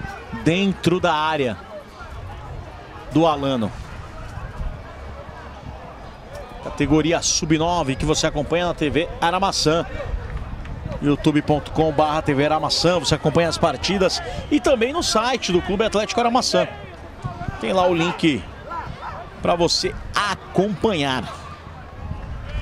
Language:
Portuguese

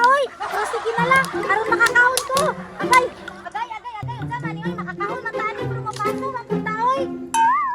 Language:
Cebuano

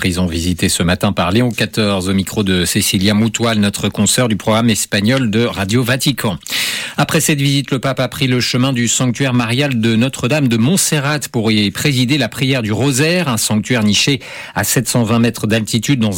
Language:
French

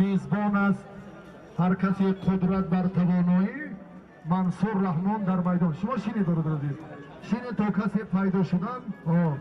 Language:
Tajik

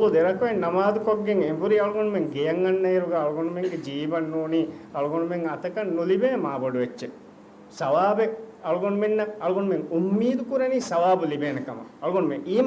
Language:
Divehi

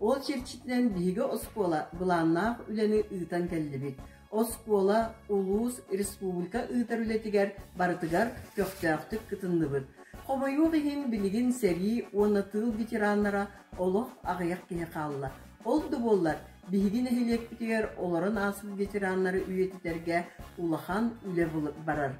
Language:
Yakut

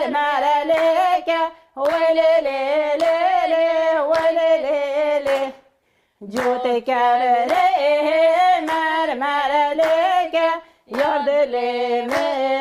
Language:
Kurdish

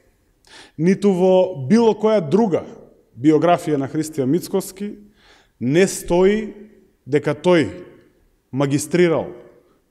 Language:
Macedonian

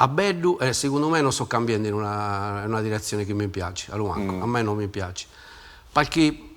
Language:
Sardinian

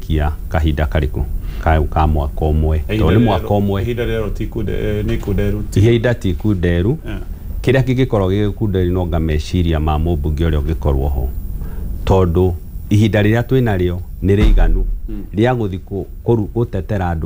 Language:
Kikuyu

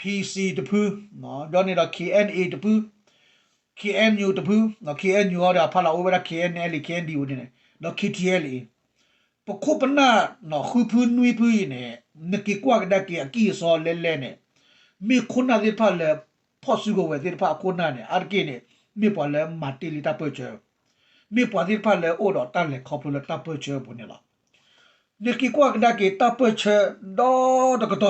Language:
S'gaw Karen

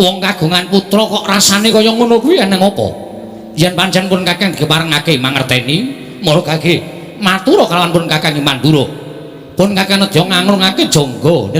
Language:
Javanese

